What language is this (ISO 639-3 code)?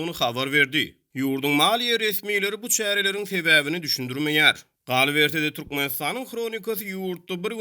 tuk